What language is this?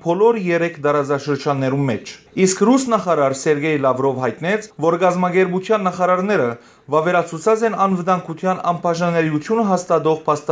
Western Armenian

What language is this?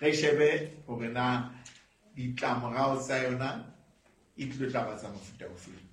Southern Sotho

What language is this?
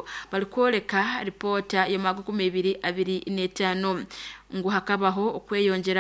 Nyoro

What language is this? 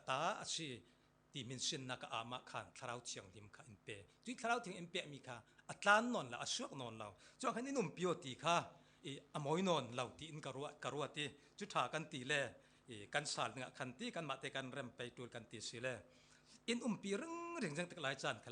Falam Chin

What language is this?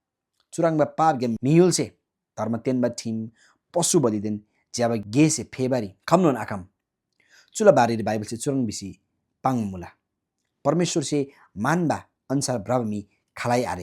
Eastern Tamang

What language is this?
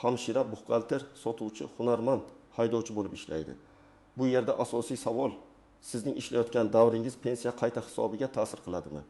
Uzbek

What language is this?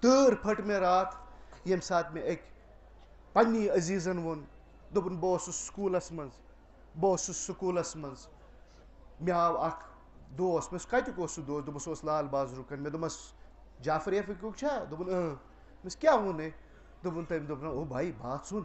Kashmiri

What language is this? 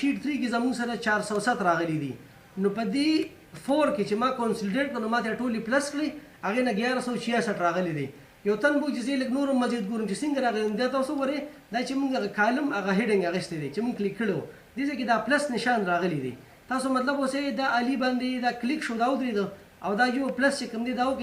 Pashto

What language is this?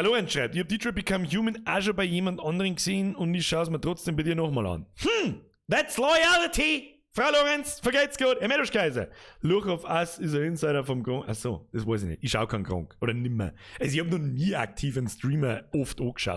Bavarian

